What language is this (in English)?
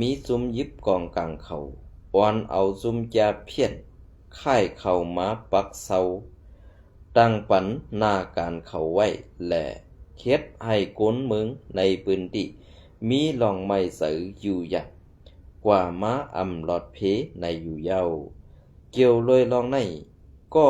Shan